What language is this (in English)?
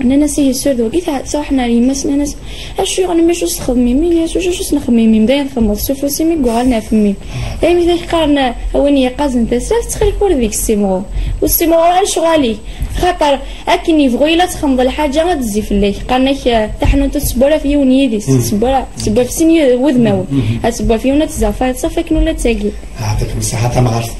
Kabyle